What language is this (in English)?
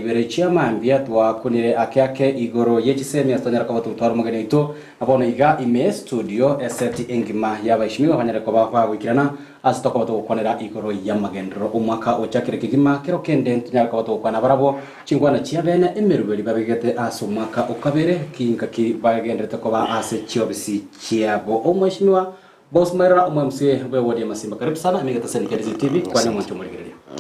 Gusii